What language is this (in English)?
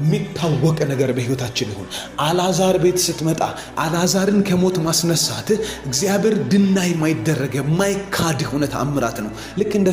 Amharic